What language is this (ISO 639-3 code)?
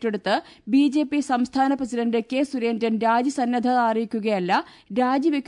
mal